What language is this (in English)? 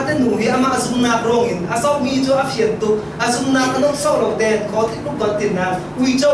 Falam Chin